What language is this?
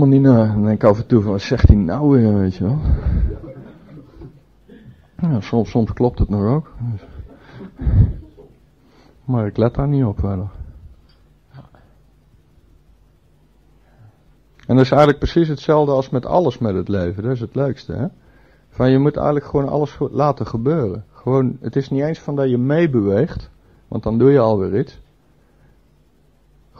Dutch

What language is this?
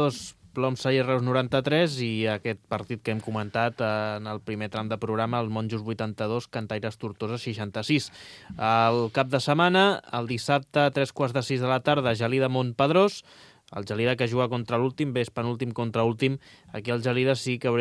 Catalan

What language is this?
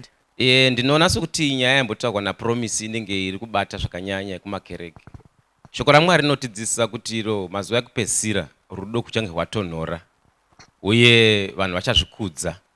Shona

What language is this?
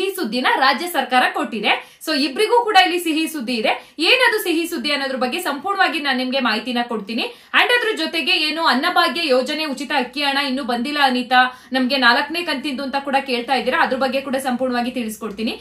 Kannada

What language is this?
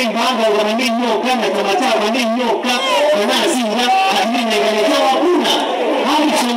Kamba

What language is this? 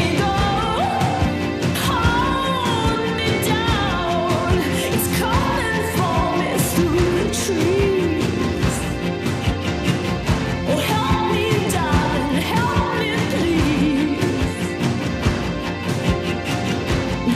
English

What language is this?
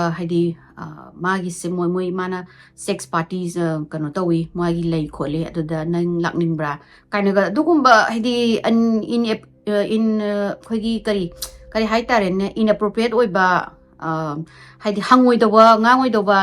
Manipuri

